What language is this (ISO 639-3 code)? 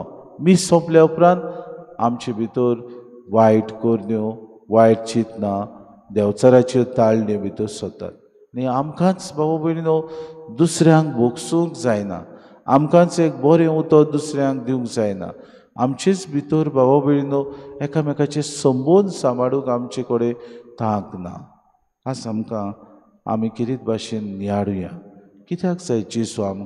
kok